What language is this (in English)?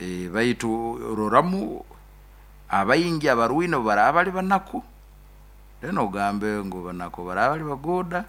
Nyoro